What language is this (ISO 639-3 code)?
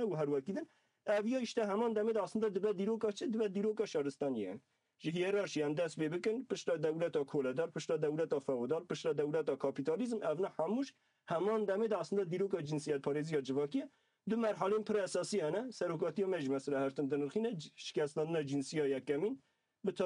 kur